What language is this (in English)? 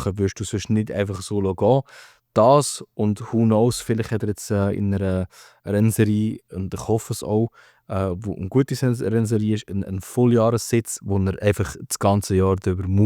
Swiss German